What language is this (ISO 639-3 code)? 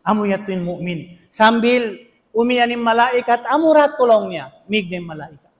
tsg